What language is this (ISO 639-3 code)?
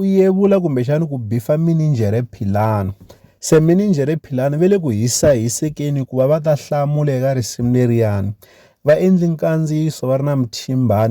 tso